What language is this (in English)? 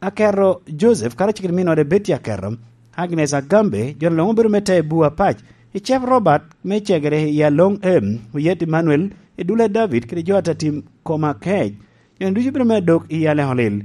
Lango (Uganda)